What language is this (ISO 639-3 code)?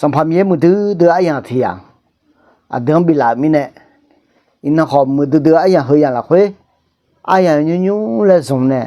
ahk